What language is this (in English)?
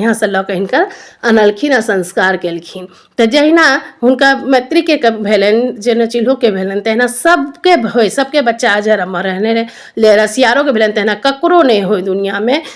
Maithili